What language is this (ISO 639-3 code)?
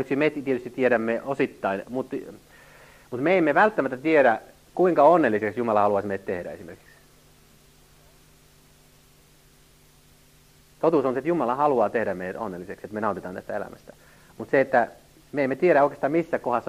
fin